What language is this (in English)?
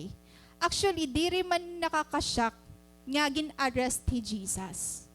Waray